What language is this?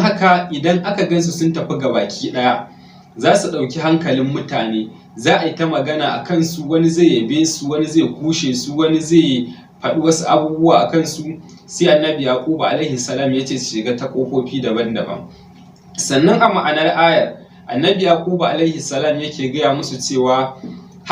Hausa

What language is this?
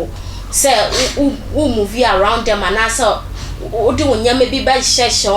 Akan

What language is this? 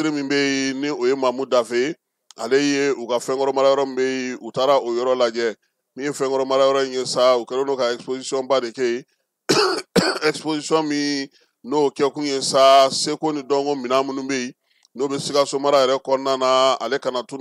Bambara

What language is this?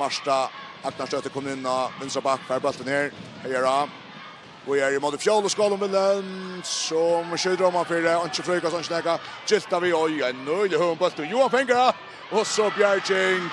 Faroese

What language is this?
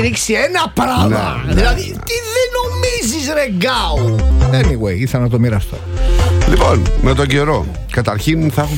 Greek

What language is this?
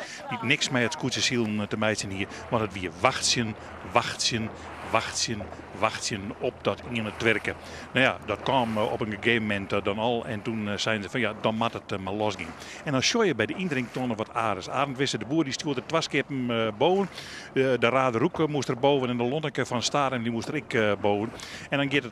Western Frisian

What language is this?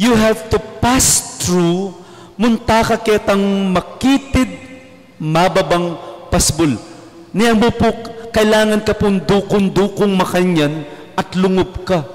Pampanga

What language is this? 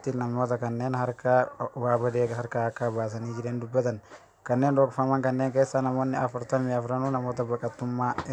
Oromo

